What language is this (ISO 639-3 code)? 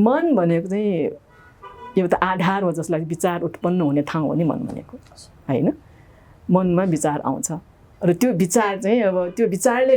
nep